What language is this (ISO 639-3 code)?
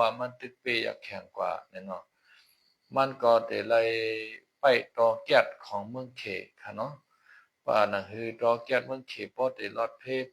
shn